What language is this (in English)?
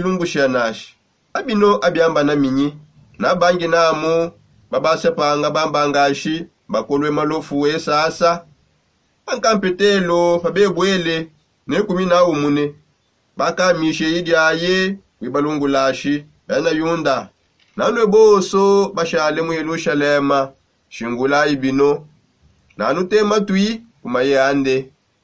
Songe